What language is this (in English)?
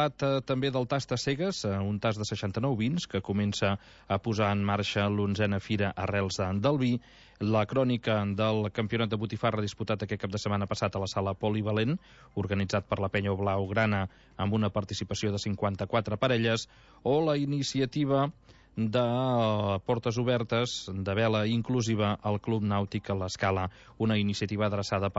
Catalan